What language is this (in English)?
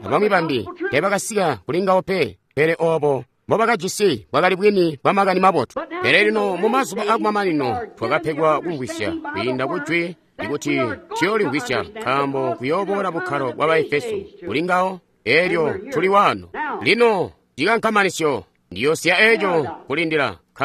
Tonga (Zambia)